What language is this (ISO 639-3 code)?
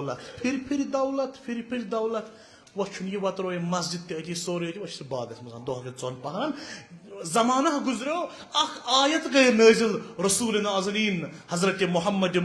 kas